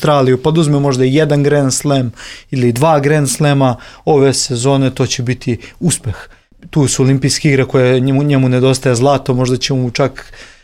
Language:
Serbian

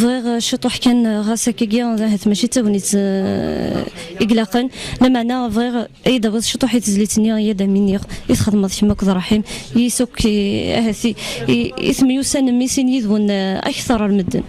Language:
Kabyle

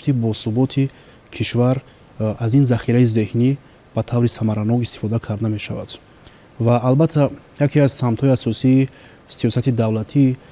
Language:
Tajik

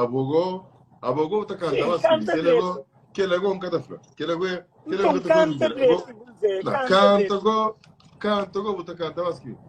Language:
Kabuverdianu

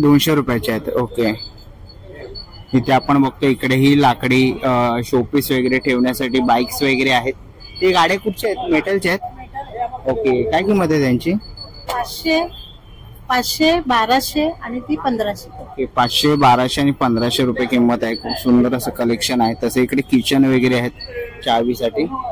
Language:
Marathi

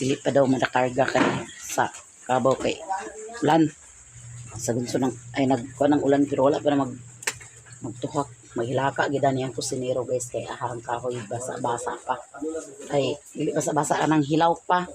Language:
Cebuano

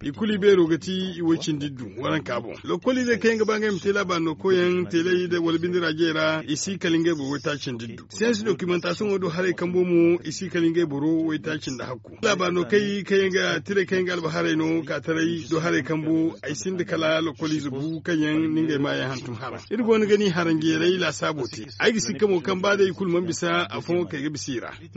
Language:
Zarma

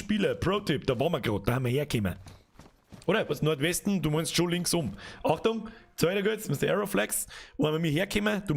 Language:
Bavarian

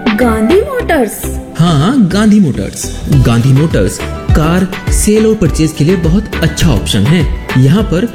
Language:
Hindi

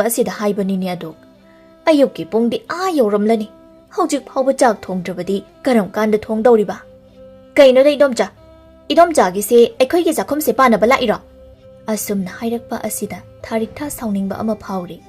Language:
Manipuri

